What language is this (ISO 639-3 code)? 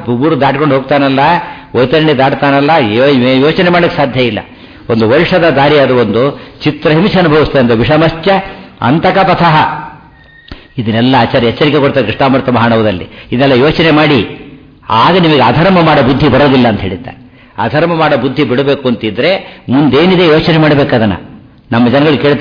kan